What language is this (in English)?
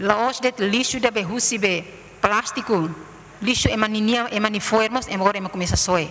Tetum